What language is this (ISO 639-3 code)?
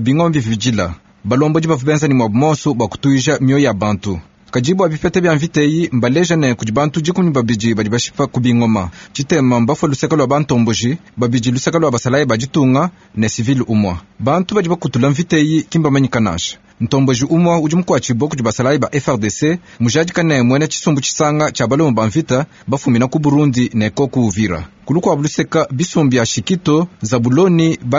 lua